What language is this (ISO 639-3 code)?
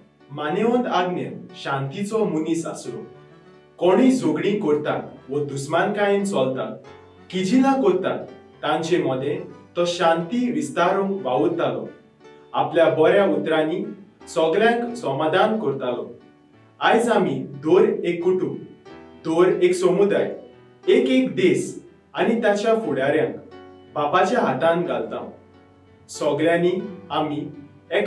kok